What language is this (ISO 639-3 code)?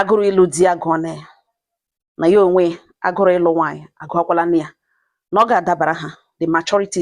ibo